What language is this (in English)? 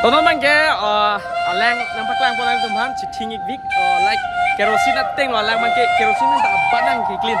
Karbi